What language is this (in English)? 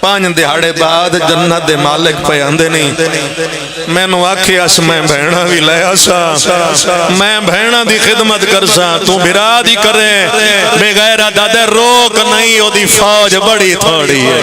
Pahari-Potwari